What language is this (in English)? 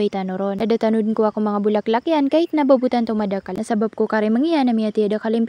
Maranao